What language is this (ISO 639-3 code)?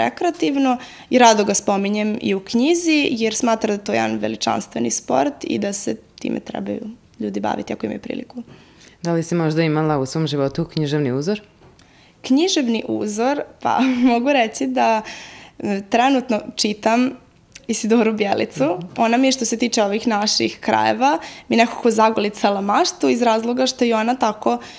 srp